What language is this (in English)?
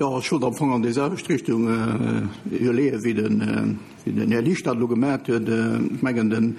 Luxembourgish